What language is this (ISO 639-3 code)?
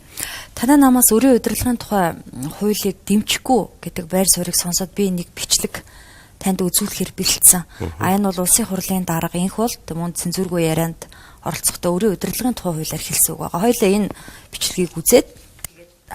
mon